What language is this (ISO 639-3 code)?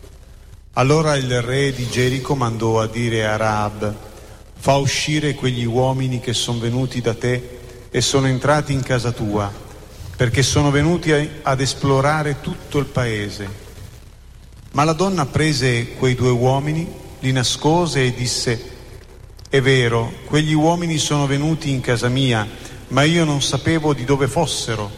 ita